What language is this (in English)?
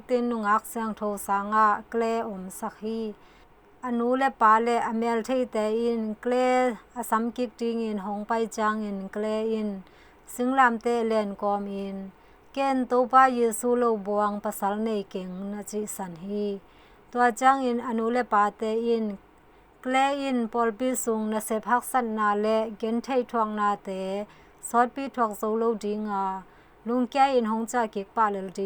Tedim Chin